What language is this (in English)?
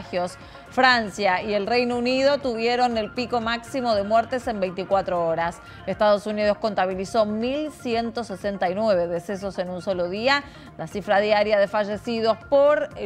Spanish